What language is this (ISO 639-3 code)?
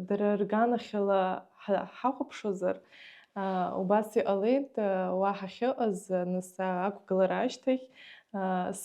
abk